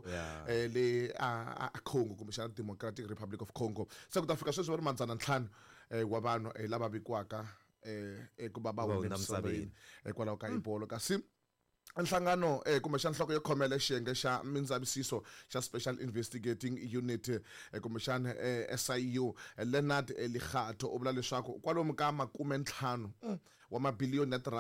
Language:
Tsonga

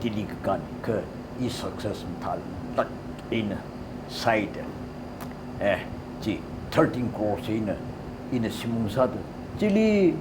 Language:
Tangkhul Naga (India)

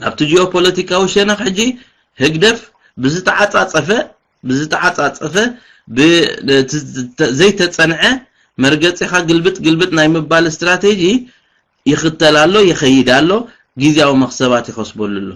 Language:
Tigrinya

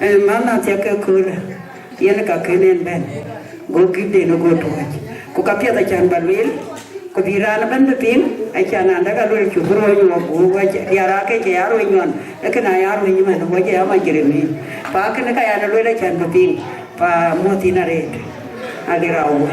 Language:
Dinka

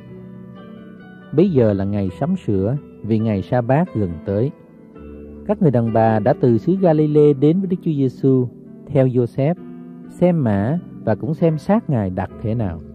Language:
Vietnamese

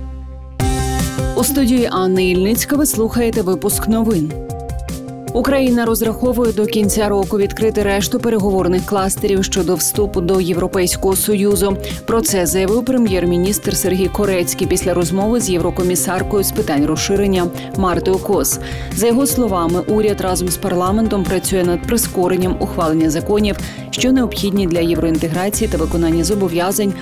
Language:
Ukrainian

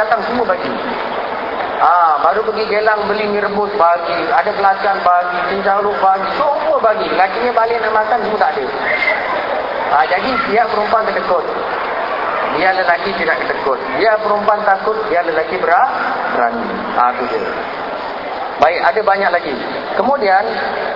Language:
Malay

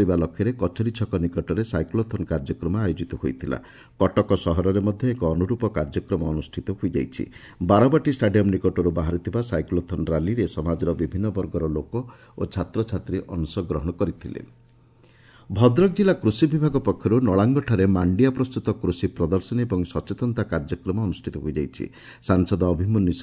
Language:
Odia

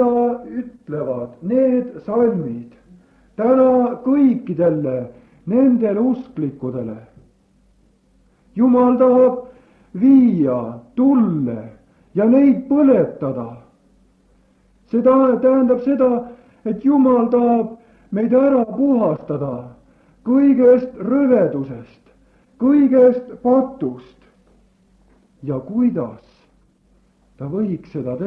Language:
Estonian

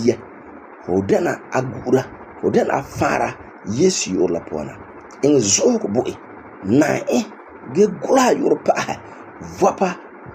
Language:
Frafra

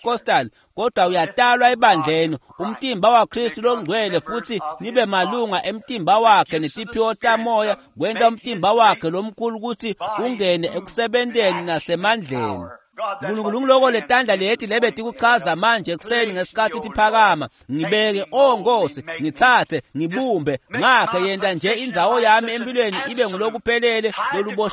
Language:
Swati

